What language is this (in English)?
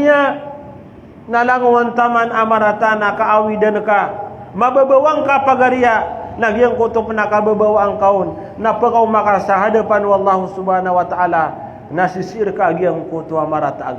Maranao